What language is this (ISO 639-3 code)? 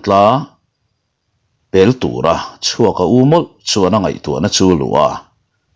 lus